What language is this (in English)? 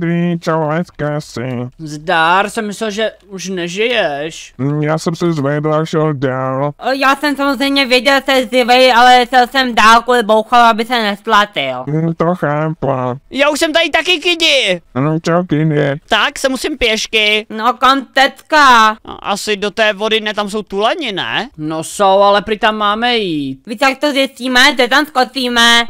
Czech